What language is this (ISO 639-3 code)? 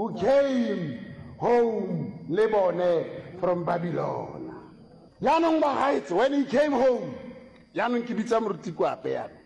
nso